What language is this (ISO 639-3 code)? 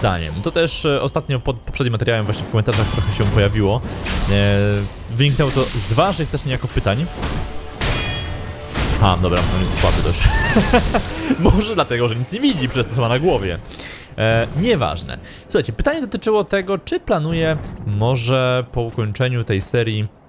pol